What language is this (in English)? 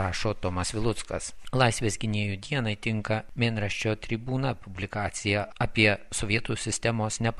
Lithuanian